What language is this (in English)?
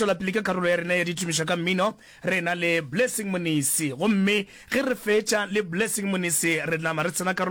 Northern Sotho